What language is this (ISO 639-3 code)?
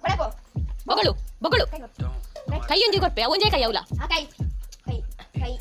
tcy